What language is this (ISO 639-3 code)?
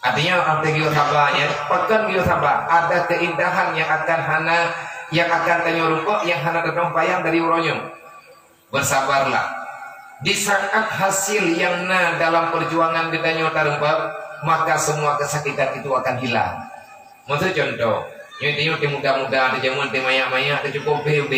ace